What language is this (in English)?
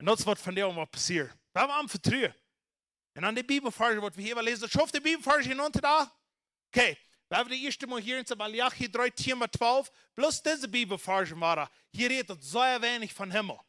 Plautdietsch